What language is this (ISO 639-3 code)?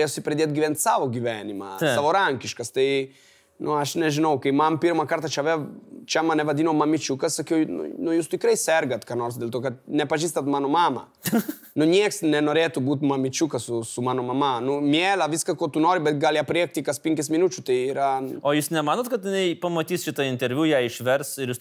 lit